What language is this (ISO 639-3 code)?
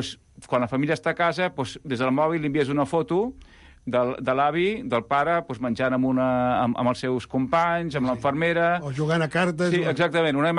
cat